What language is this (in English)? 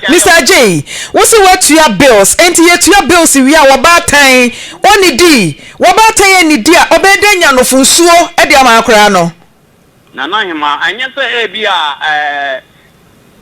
Akan